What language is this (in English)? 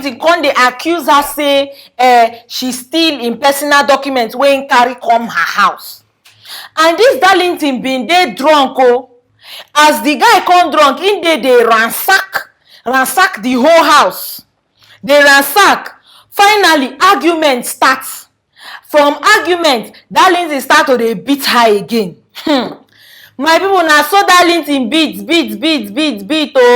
Nigerian Pidgin